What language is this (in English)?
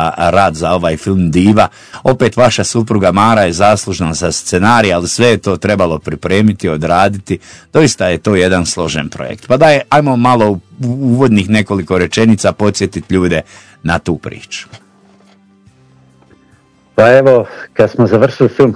Croatian